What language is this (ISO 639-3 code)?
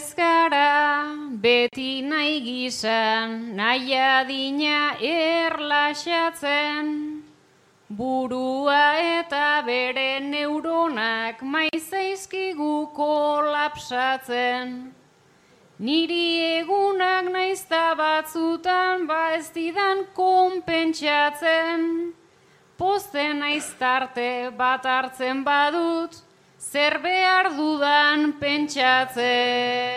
eus